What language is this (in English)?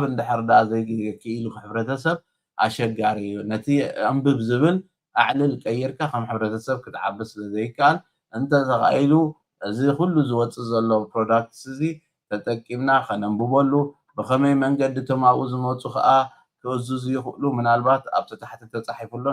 Tigrinya